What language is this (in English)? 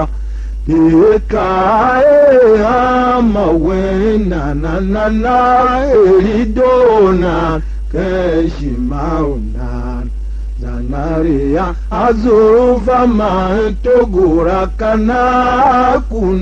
Tiv